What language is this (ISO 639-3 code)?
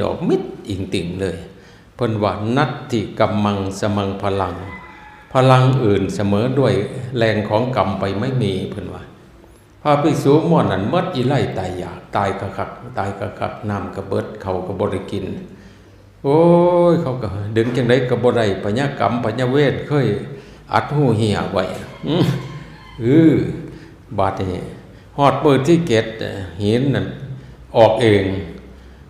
tts